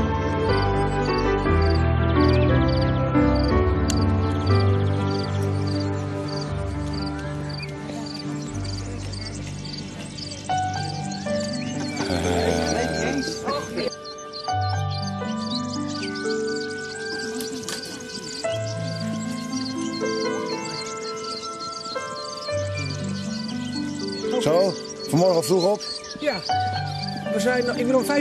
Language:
Dutch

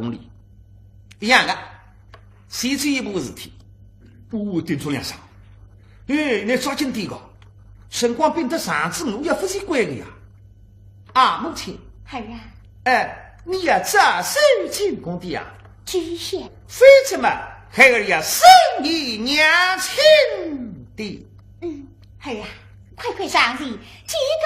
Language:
Wu Chinese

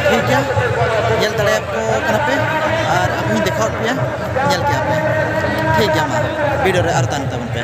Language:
Santali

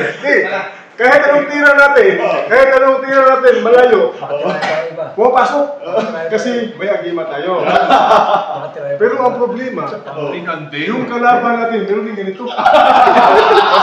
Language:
Filipino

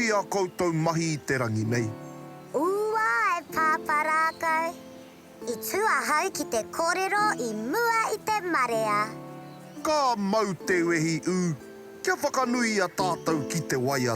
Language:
Māori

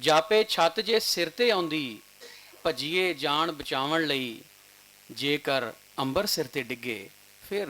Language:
Western Panjabi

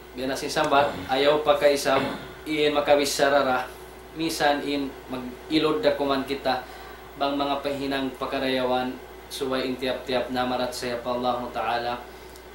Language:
Tausug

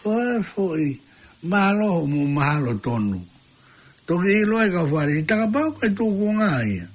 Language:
Tongan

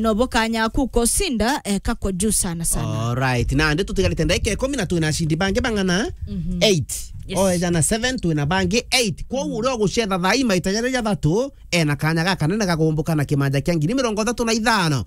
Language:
Meru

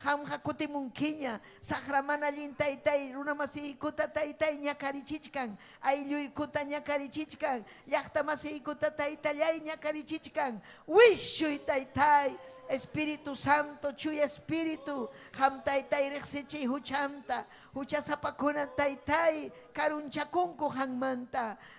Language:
Ayacucho Quechua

